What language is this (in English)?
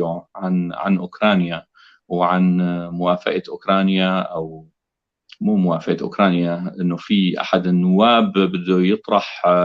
North Levantine Arabic